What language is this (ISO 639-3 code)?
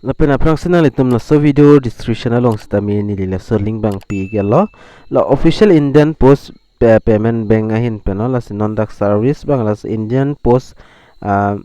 mjw